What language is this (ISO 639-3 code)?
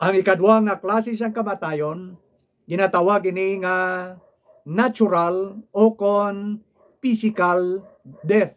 hil